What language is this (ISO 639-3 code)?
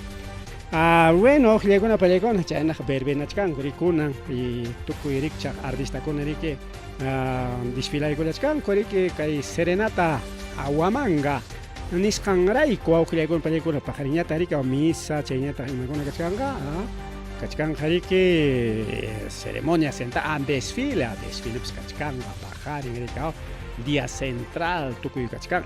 quy